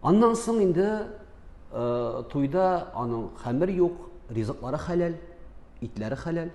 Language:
Tatar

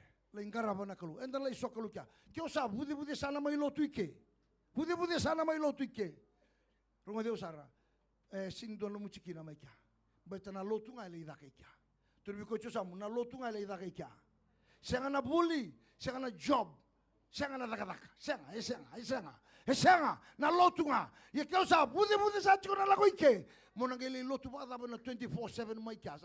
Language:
Fijian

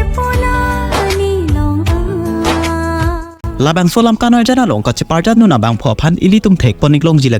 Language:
Karbi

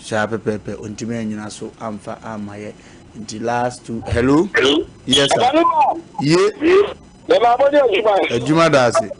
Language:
Akan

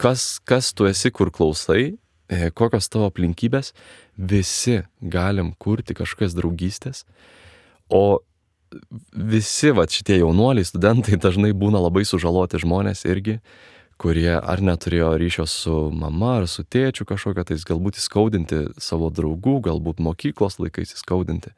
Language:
Lithuanian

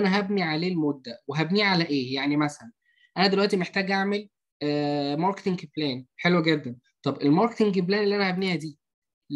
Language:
Egyptian Arabic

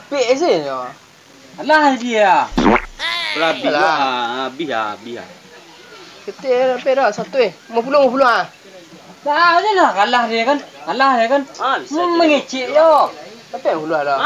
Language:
Minangkabau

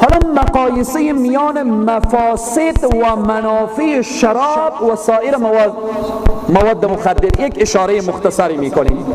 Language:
Persian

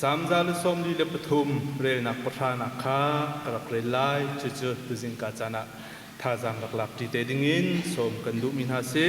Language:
Hakha Chin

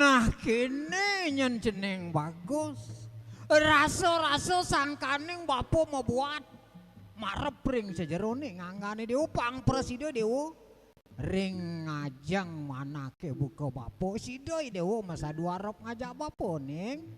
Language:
Balinese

